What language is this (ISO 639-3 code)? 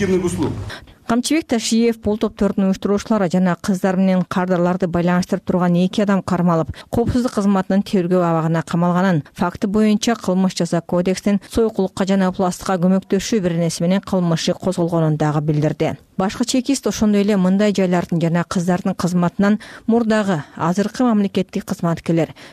kir